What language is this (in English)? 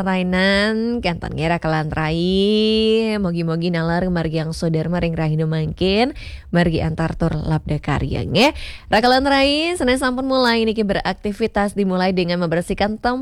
Balinese